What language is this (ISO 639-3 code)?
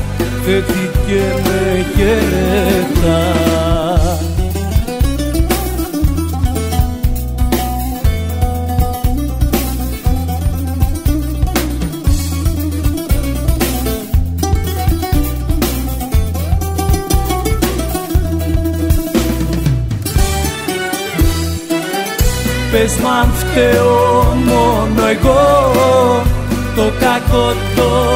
ell